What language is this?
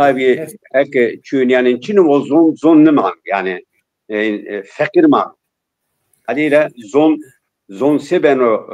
Zaza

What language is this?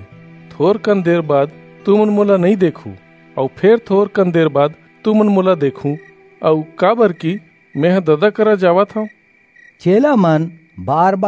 Chhattisgarhi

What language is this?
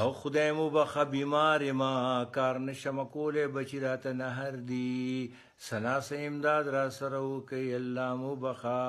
Pashto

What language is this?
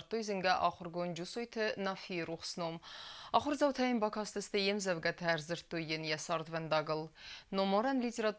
Ossetic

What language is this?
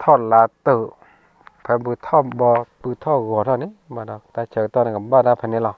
S'gaw Karen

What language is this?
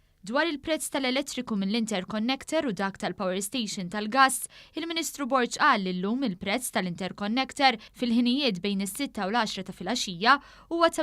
Maltese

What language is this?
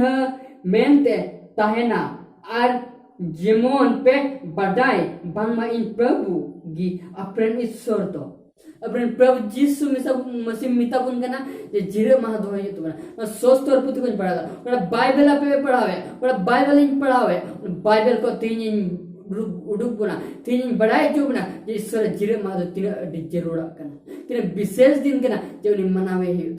Santali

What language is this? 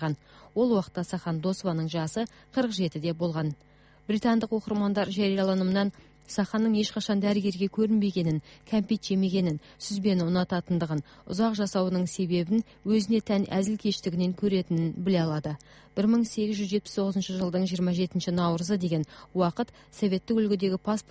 Kazakh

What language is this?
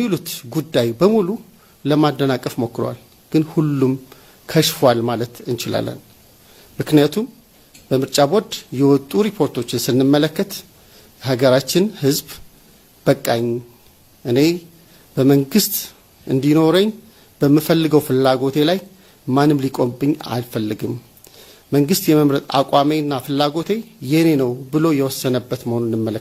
Amharic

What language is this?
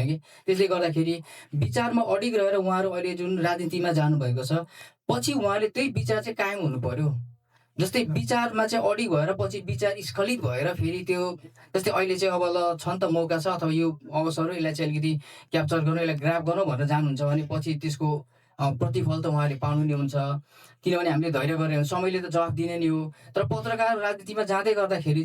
Nepali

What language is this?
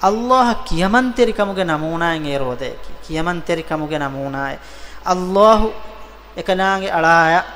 Divehi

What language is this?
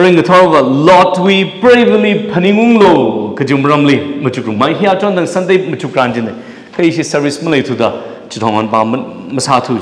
Tangkhul Naga (India)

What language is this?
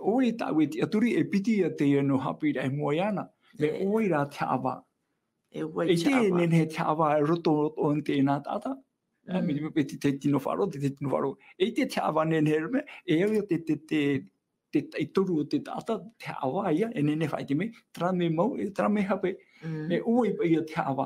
Tahitian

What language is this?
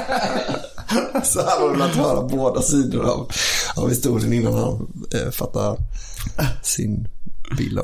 Swedish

